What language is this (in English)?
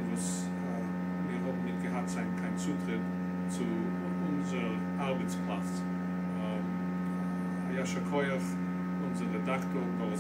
Yiddish